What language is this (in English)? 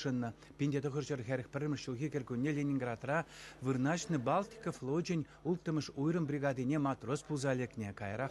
Chuvash